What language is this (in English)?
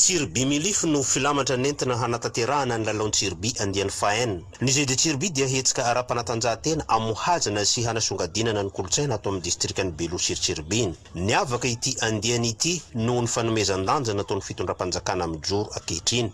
Malagasy